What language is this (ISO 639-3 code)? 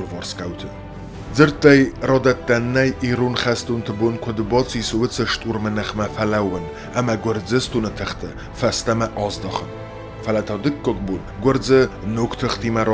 oss